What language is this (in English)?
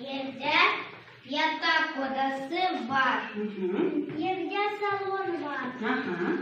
Gagauz